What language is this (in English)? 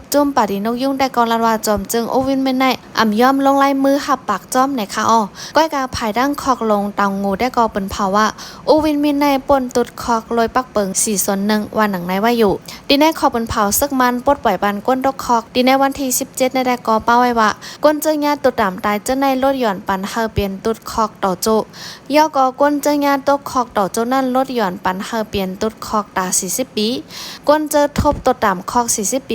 Shan